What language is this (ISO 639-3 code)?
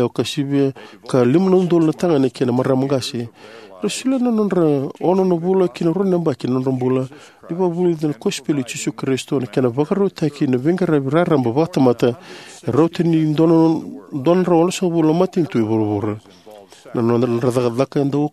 fij